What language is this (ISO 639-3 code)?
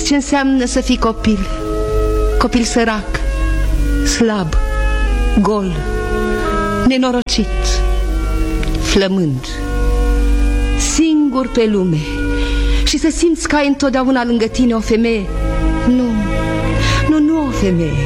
ron